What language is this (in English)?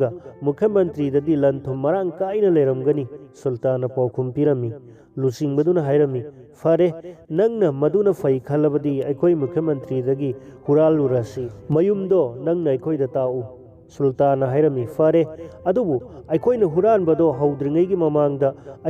Manipuri